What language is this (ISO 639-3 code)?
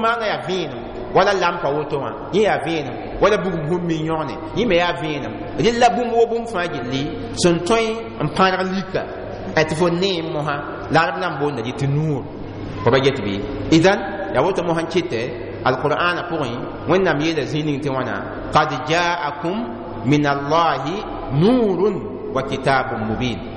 mos